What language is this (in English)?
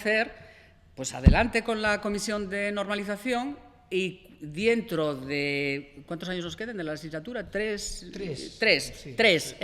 Asturian